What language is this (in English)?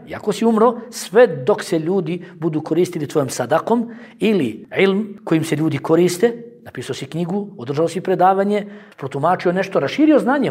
Bosnian